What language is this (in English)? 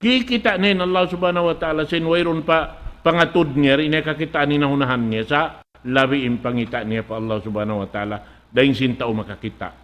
Tausug